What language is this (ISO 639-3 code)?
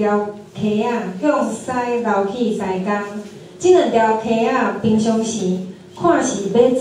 nan